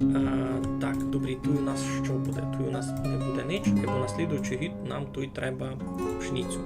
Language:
Rusyn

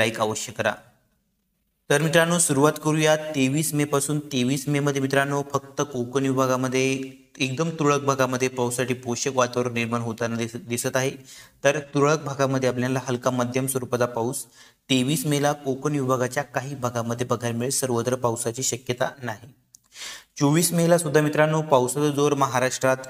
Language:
Marathi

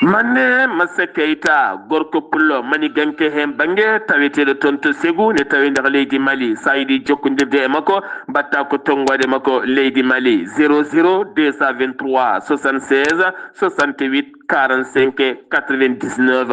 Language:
Fula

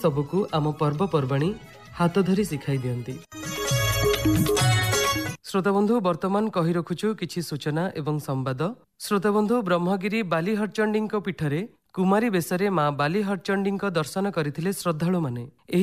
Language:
Odia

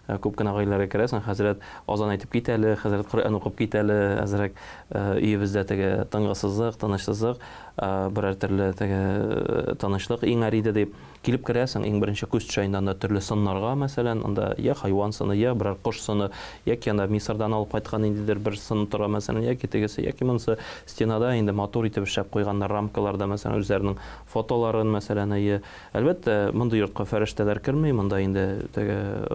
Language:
Tatar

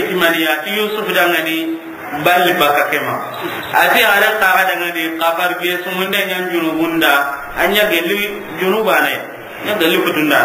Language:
Soninke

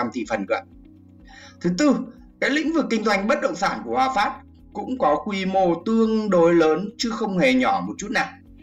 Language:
Vietnamese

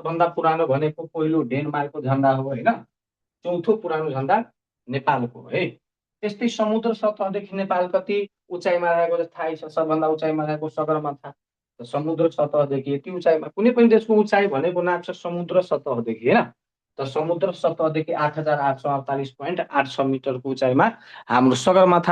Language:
Nepali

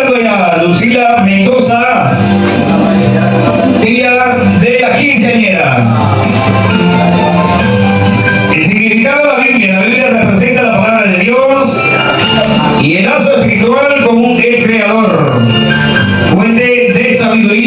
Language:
Spanish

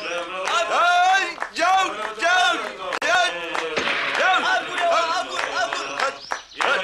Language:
Adyghe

